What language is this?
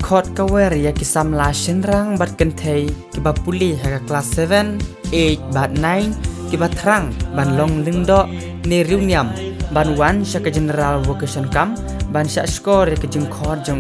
Khasi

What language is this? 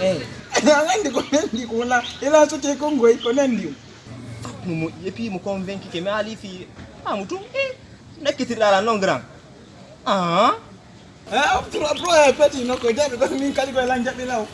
Fula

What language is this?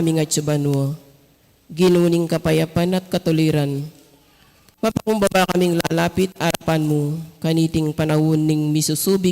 Pampanga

